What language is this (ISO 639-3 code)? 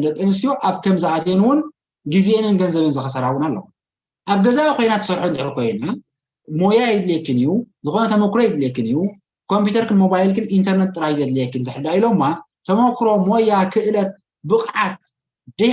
tir